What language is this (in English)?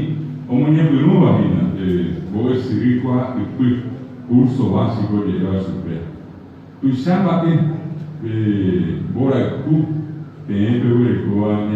Guarani